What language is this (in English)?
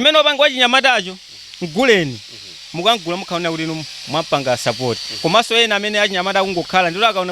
Nyanja